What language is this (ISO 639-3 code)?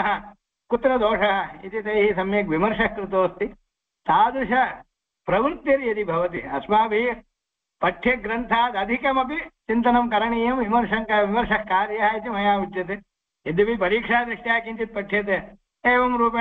san